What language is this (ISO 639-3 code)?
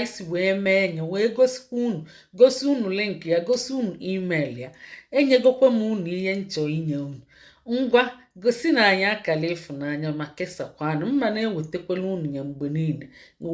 ibo